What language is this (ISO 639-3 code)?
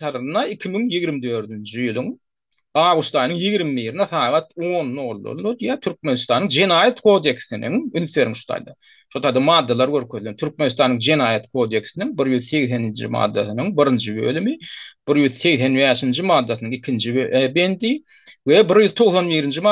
tuk